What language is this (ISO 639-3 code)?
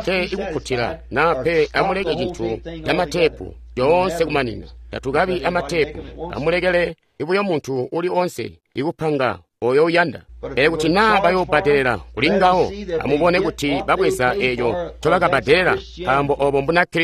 toi